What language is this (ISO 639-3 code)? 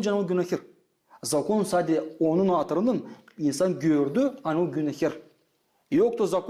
gag